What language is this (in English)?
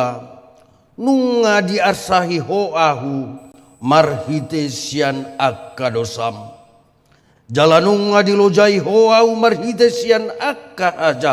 Batak Toba